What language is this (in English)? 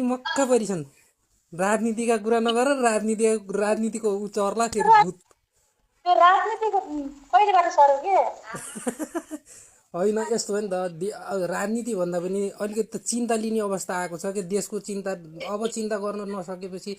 Nepali